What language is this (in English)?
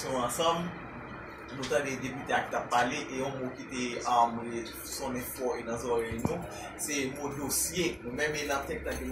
Haitian Creole